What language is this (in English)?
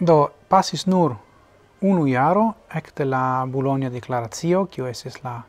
Esperanto